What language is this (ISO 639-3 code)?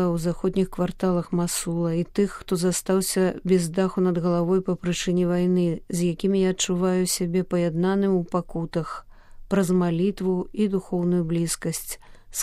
bel